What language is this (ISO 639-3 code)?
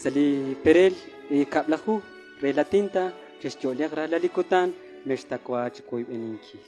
kek